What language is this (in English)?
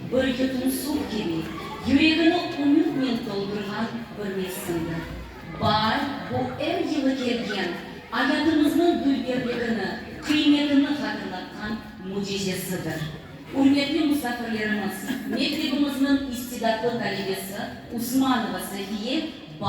Crimean Tatar